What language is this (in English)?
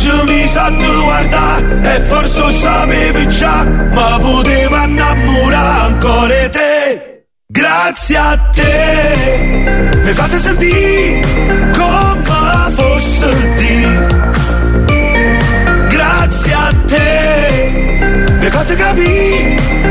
Italian